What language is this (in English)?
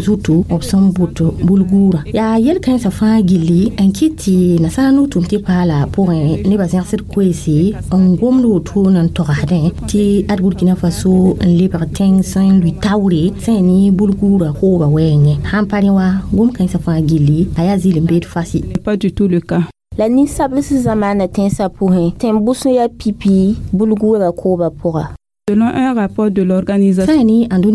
Mossi